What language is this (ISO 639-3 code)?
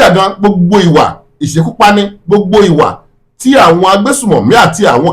yor